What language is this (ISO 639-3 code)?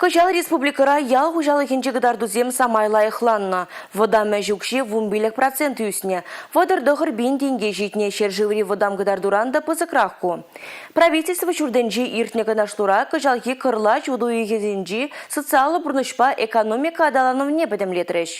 chv